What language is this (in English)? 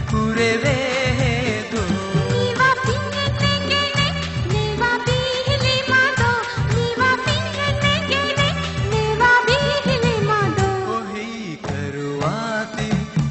Divehi